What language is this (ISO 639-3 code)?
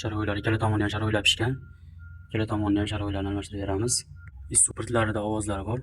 uzb